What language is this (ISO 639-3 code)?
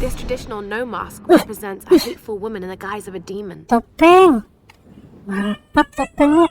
bjn